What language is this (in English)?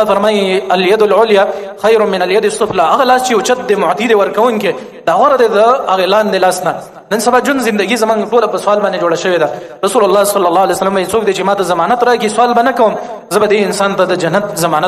Pashto